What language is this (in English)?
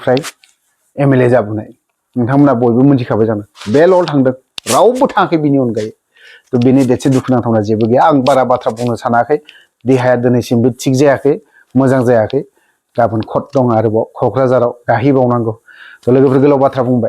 Bodo